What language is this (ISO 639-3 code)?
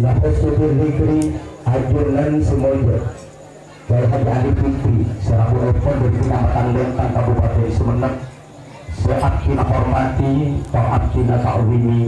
mad